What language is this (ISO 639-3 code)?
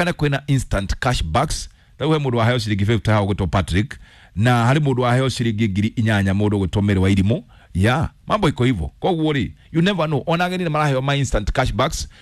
kik